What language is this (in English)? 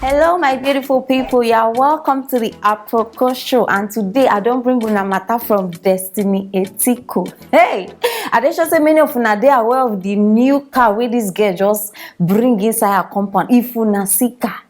Nigerian Pidgin